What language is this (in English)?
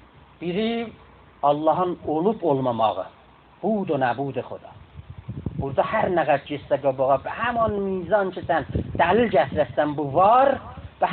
South Azerbaijani